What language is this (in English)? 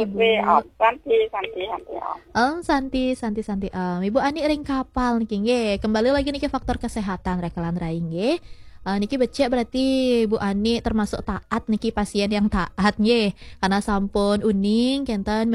Balinese